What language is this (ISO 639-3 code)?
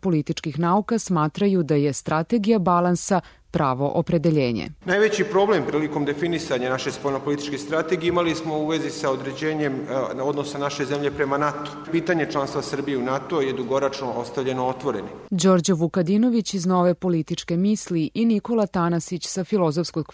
srp